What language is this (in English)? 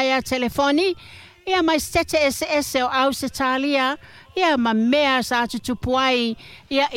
Samoan